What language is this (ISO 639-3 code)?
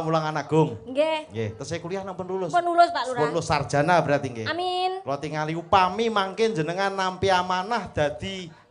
jav